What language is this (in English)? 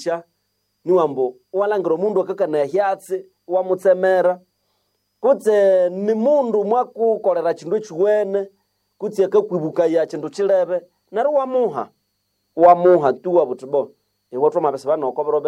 Nande